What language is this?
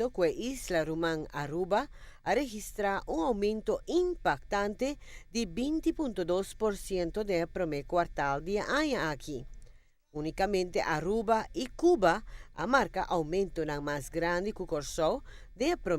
Papiamento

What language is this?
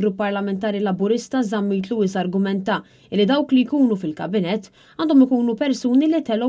Maltese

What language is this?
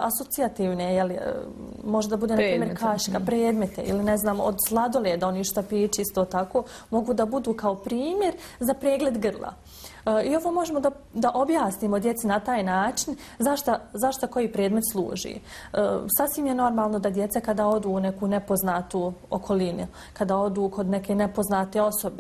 Bosnian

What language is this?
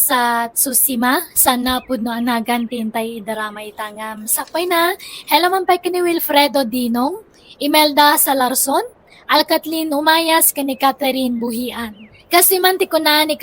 Iloko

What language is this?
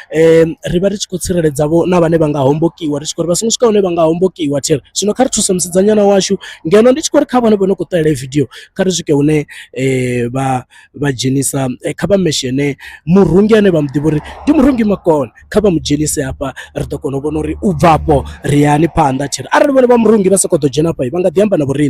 Venda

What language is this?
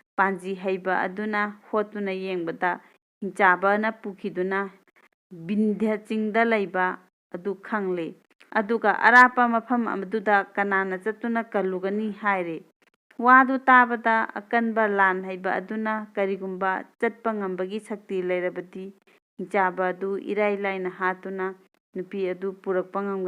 Manipuri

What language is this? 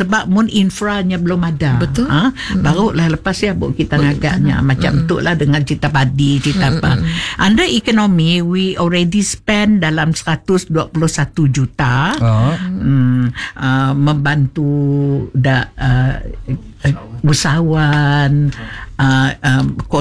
Malay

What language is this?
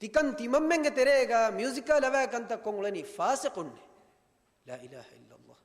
Divehi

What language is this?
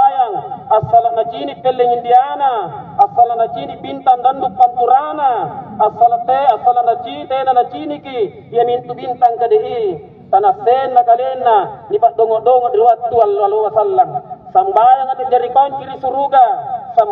Makasar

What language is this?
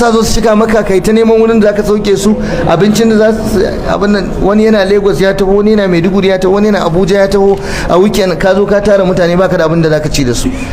Hausa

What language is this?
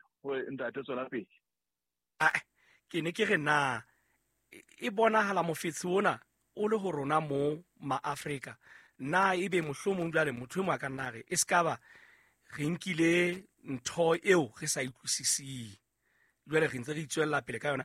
Southern Sotho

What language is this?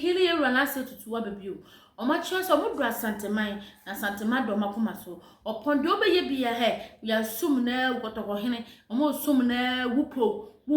Akan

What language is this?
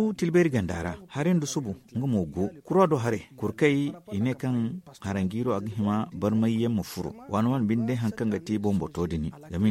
Zarma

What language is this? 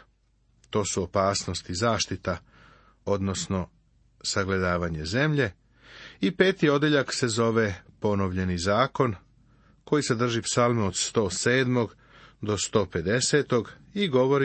Serbian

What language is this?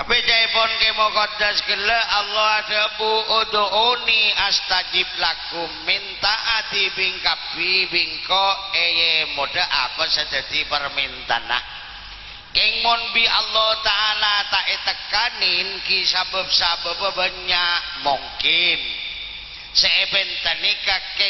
Madurese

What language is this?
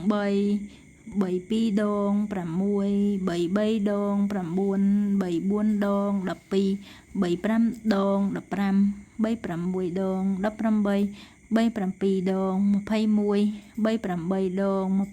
Khmer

